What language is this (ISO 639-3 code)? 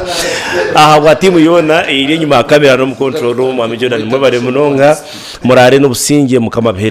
nyn